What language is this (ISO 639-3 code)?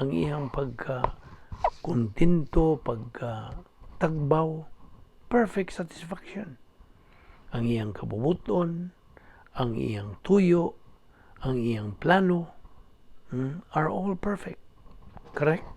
ceb